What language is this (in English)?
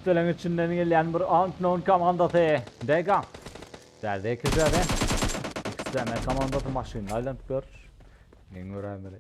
Turkmen